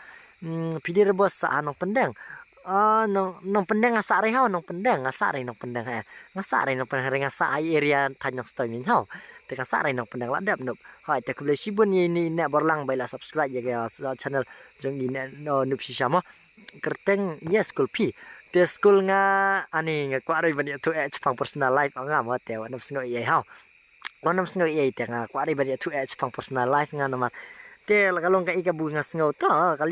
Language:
Khasi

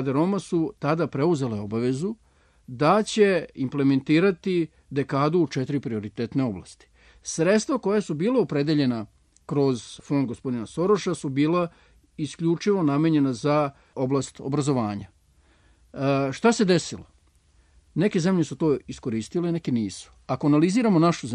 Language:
Serbian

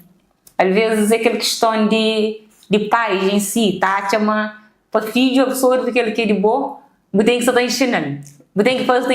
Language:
Kabuverdianu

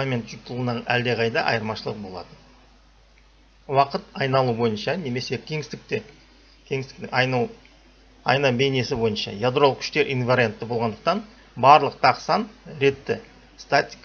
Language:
Kazakh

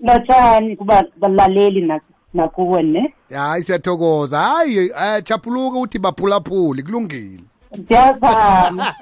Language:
South Ndebele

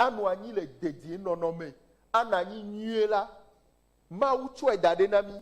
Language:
Ewe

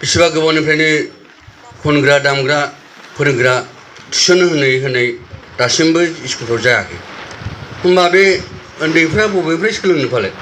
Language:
Bodo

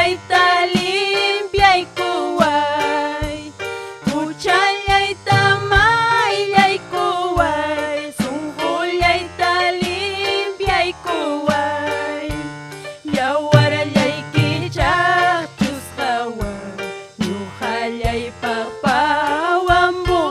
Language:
Ayacucho Quechua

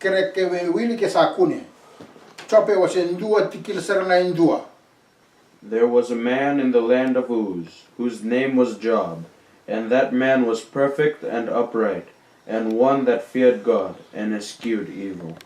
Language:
Fijian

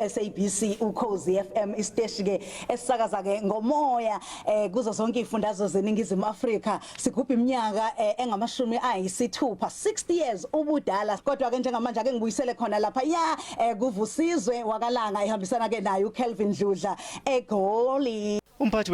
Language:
Zulu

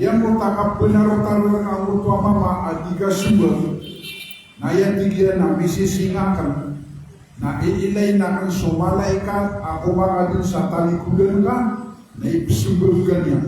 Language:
Maranao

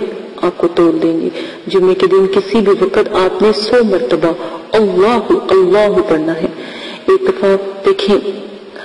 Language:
Urdu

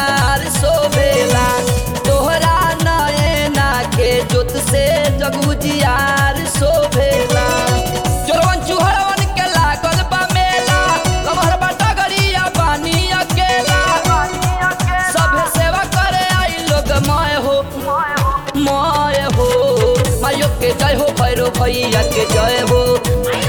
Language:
Bhojpuri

